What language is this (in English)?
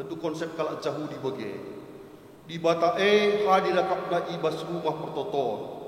Batak Karo